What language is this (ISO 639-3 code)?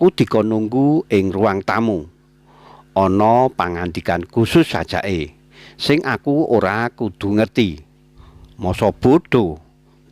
jav